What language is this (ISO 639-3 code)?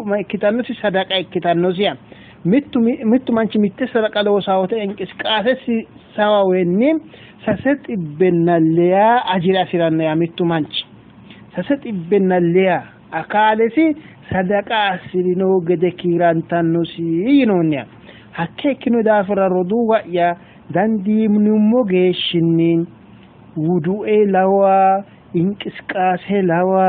sid